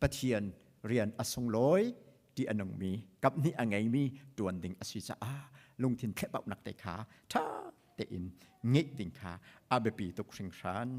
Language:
Hakha Chin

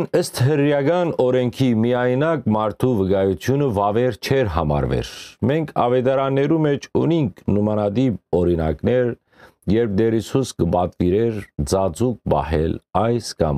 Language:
Western Armenian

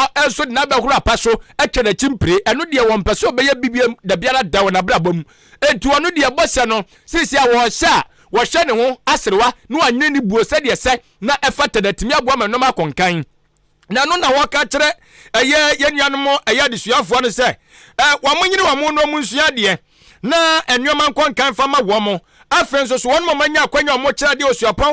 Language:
Akan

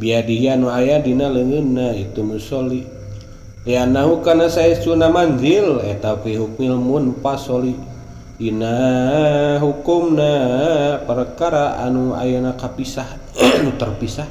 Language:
Sundanese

